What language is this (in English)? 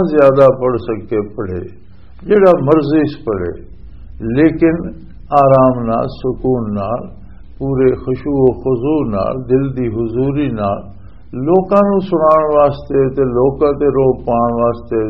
Western Panjabi